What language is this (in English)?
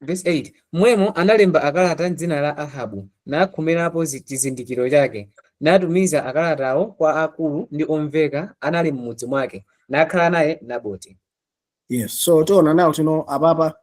Nyanja